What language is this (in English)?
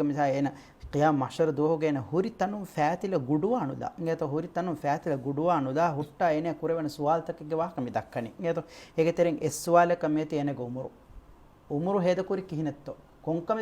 Divehi